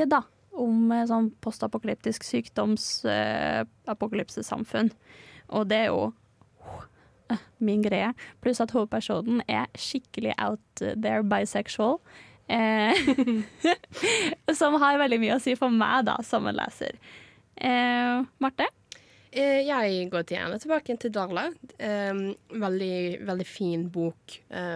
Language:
Norwegian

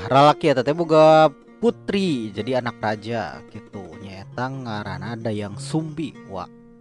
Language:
Sundanese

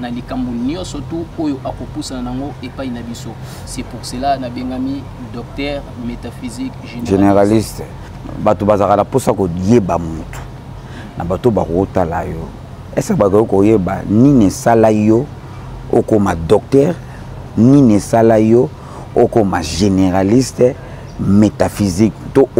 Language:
Lingala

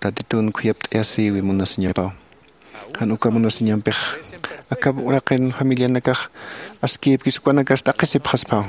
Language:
Aymara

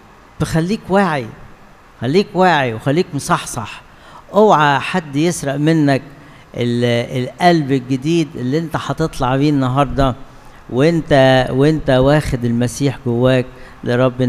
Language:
Egyptian Arabic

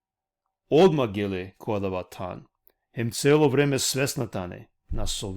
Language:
Balkan Romani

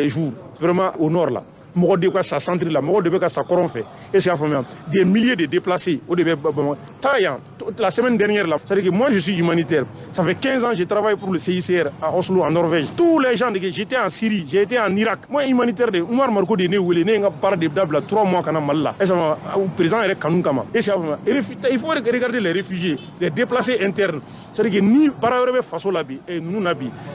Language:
Bambara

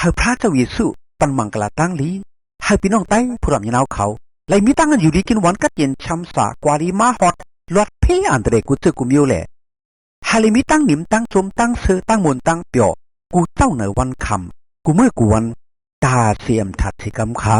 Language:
Shan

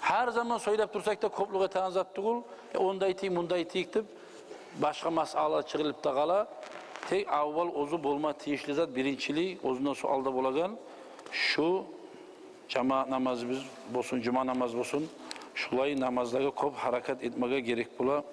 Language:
Kumyk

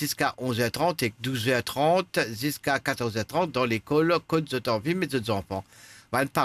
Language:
Morisyen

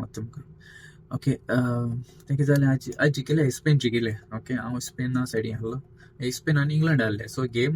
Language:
Konkani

